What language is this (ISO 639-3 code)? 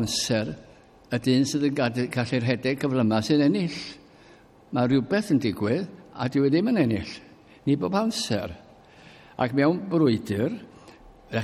cym